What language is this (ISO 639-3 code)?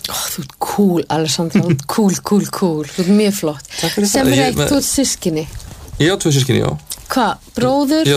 isl